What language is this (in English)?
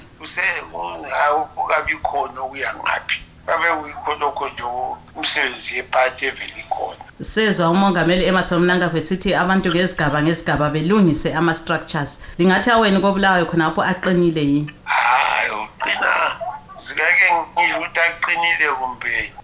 North Ndebele